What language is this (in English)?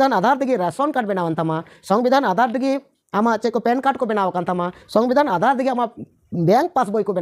Santali